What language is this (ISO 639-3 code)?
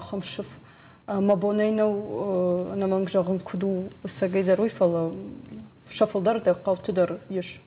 oss